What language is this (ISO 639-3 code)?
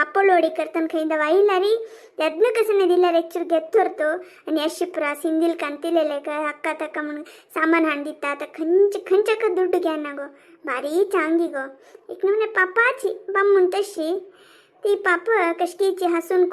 kok